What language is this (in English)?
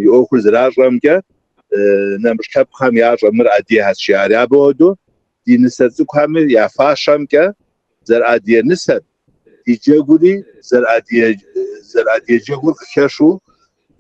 Kabardian